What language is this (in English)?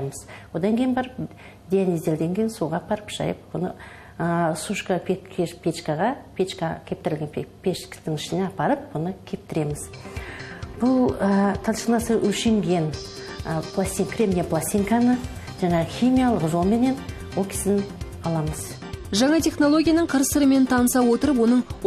Kazakh